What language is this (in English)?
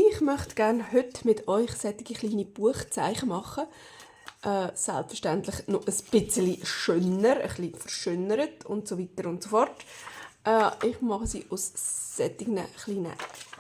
Swiss German